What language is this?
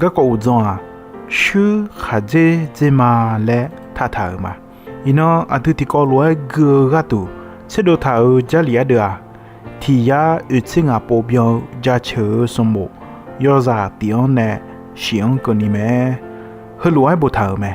Akha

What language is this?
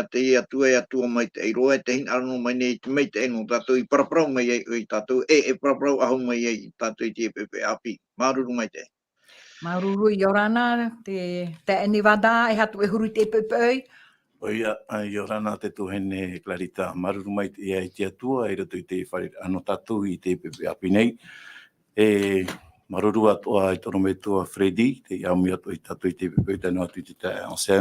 Tahitian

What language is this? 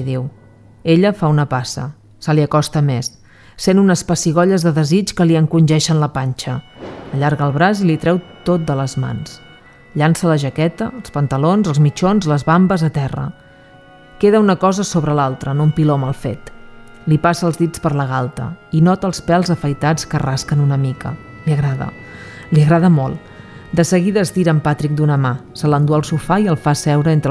Catalan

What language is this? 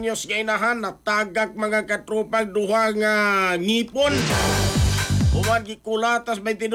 Cebuano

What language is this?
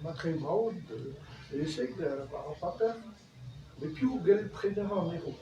Breton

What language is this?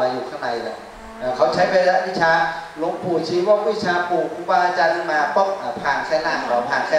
Thai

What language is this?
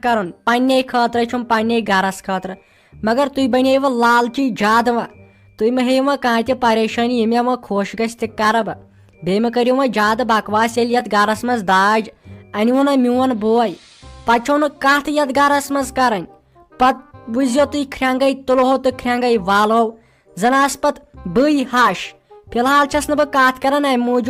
Kashmiri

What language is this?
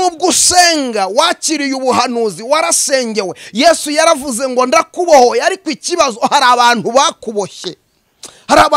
Kinyarwanda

